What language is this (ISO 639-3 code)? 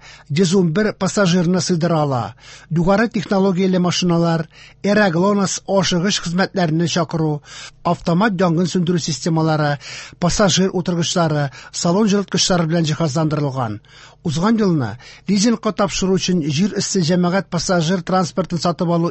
tat